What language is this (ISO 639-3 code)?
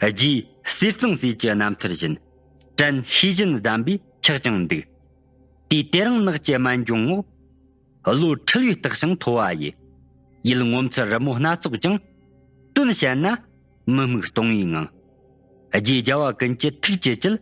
bod